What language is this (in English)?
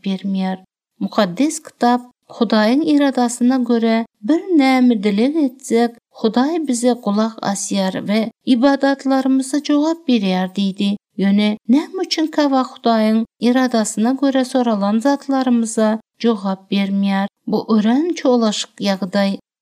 Turkmen